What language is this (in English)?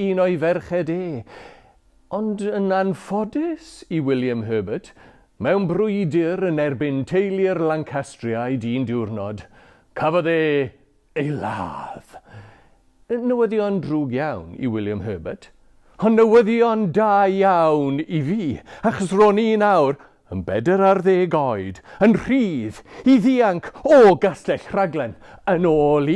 Welsh